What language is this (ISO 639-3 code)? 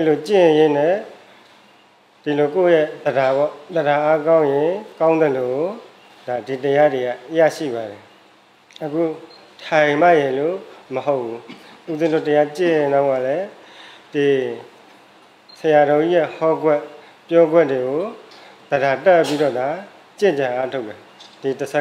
mya